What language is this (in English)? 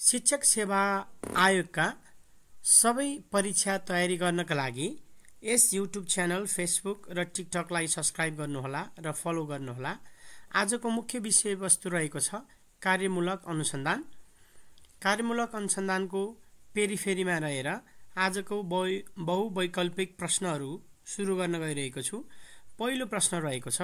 Nepali